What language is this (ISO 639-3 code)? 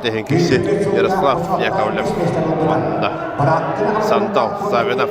sah